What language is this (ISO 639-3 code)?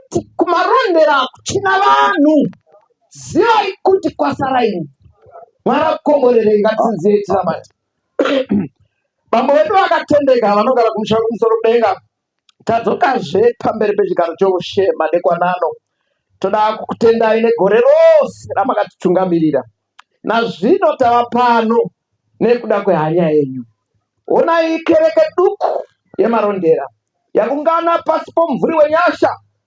sna